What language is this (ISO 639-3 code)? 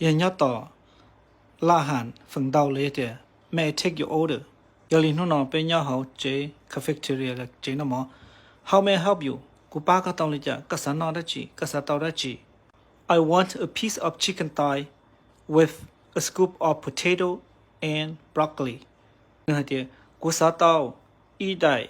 hmn